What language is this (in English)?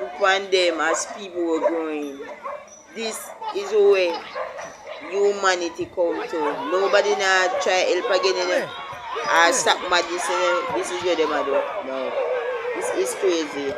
Jamaican Creole English